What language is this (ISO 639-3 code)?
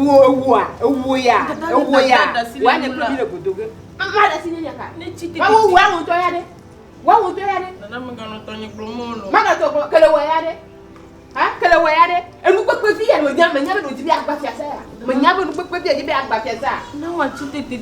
ewe